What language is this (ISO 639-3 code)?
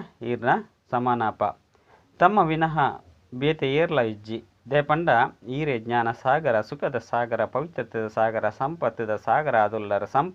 tcy